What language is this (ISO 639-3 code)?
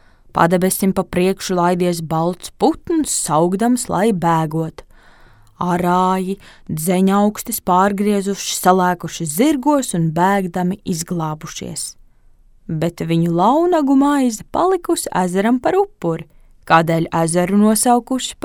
lav